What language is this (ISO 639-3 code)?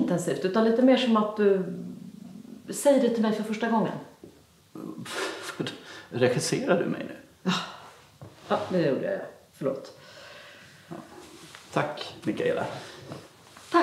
swe